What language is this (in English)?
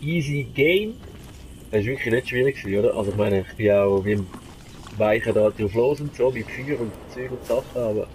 Swiss German